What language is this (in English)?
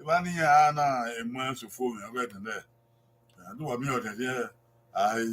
Bini